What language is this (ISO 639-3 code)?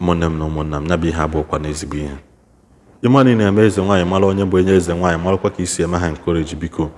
ibo